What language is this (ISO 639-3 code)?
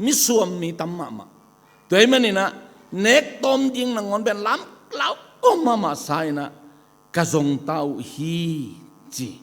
ctd